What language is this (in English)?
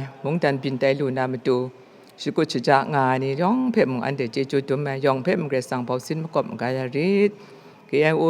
Kachin